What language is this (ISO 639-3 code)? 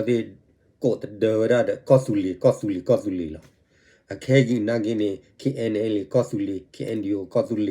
ksw